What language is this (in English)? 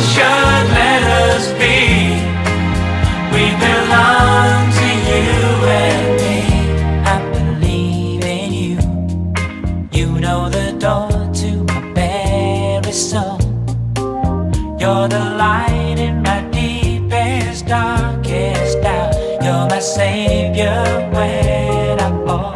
English